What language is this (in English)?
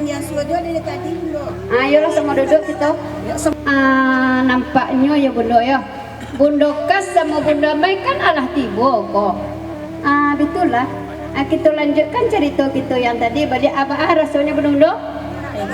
Minangkabau